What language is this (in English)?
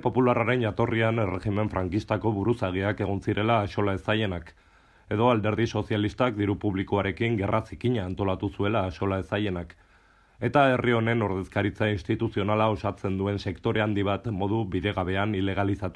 Basque